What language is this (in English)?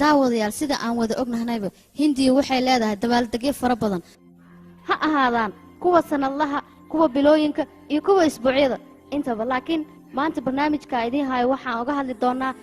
Somali